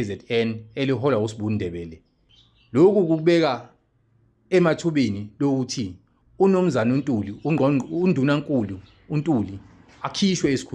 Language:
Zulu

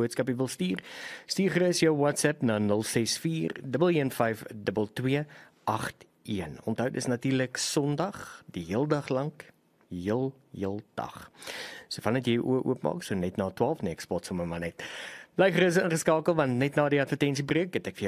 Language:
Afrikaans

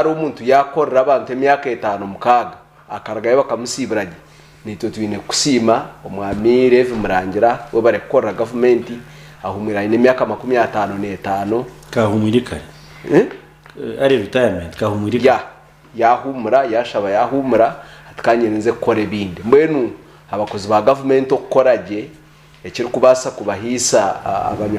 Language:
Nyankole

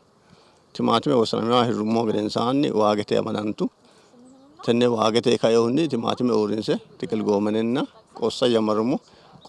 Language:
Sidamo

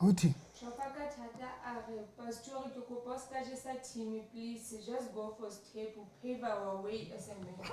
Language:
Southern Sotho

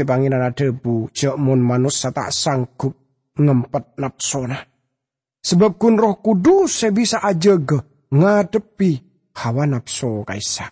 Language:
Madurese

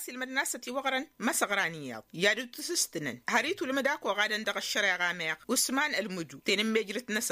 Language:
Tamasheq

